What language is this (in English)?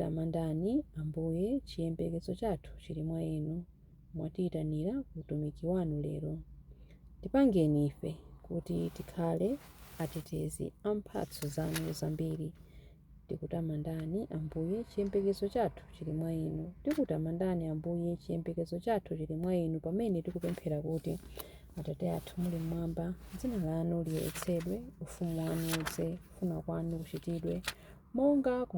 Nyanja